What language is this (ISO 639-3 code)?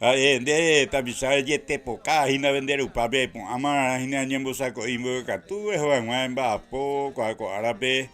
grn